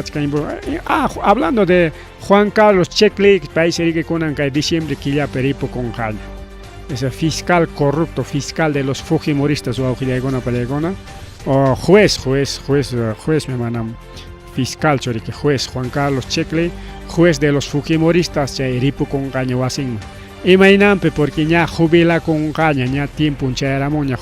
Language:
Ayacucho Quechua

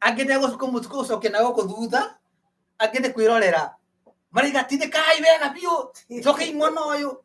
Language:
Kikuyu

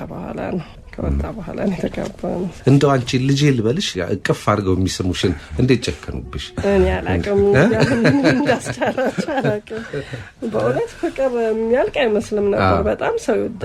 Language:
Amharic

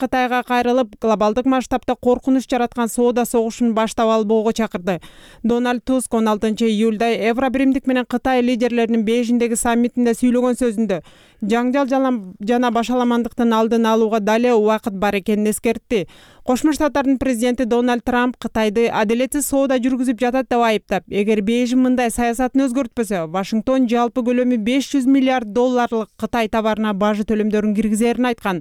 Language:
Kyrgyz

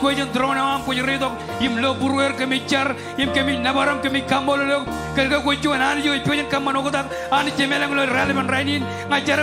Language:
Marshallese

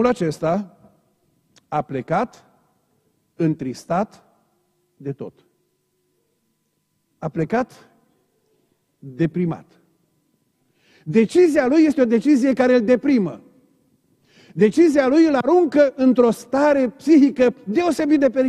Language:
Romanian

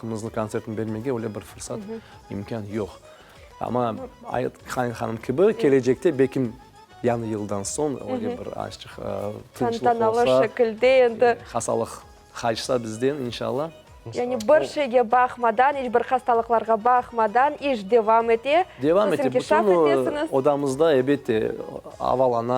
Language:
Crimean Tatar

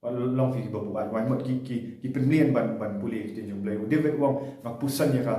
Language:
Khasi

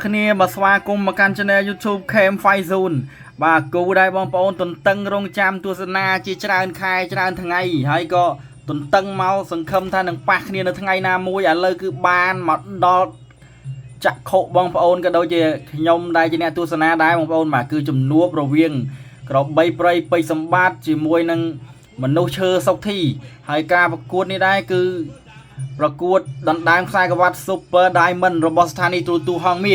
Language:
Khmer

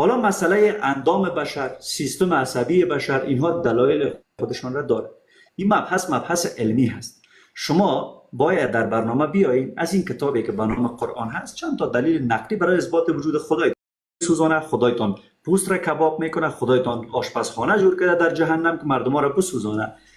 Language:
Persian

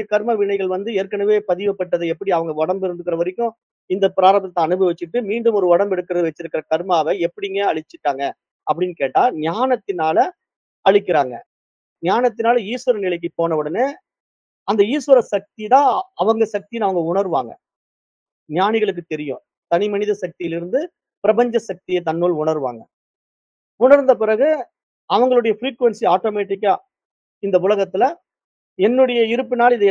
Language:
Tamil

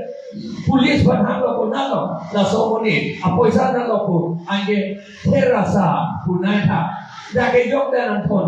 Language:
Karbi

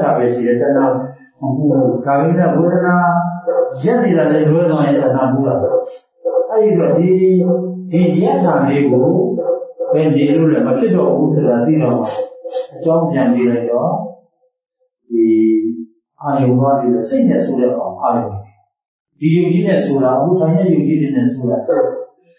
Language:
Burmese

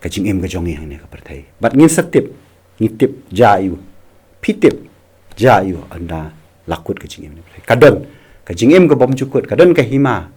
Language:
Khasi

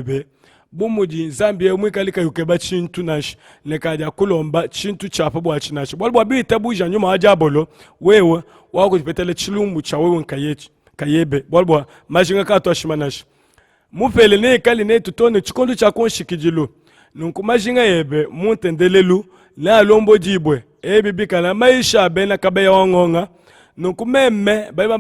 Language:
Luba-Lulua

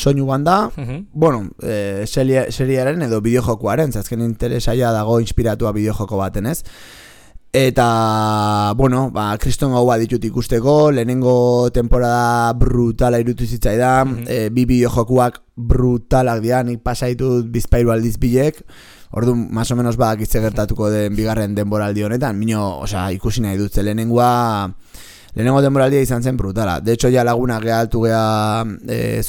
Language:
Basque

